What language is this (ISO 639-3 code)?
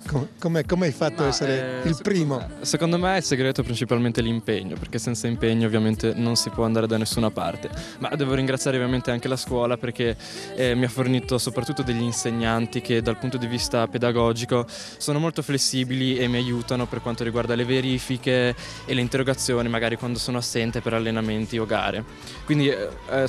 ita